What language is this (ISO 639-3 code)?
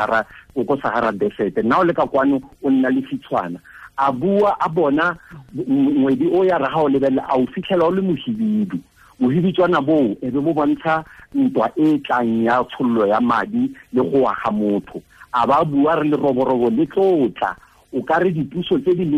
tsn